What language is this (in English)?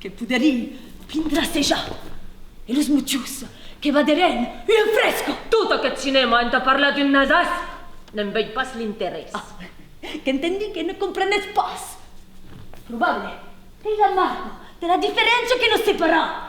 Occitan